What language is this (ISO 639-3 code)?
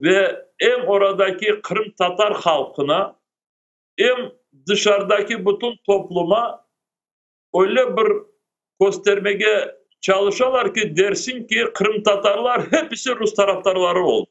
crh